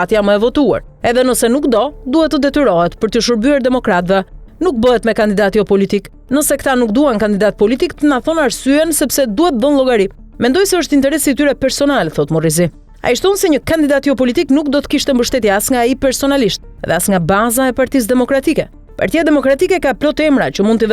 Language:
Albanian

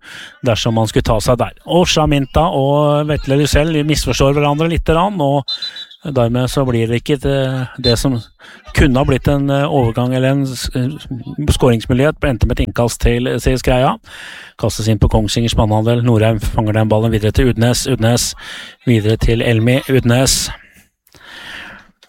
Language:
Norwegian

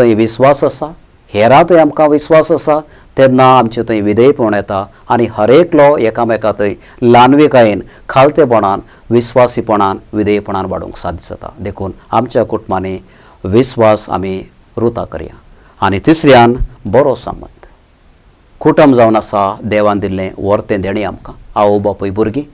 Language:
Konkani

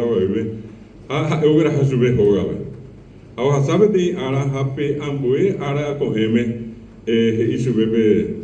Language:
Guarani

